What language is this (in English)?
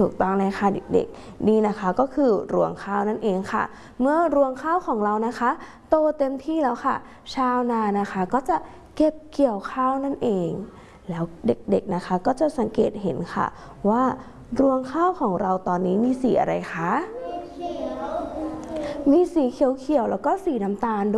Thai